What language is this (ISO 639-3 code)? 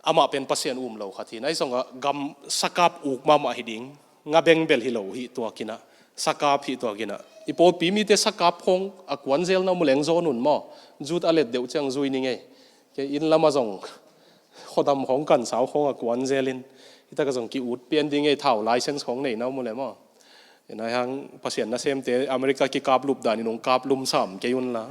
ctd